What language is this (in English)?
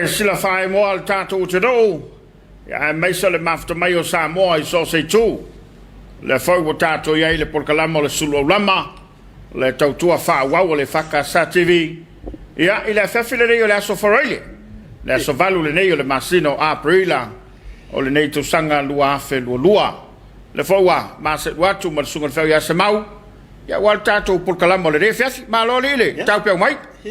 Samoan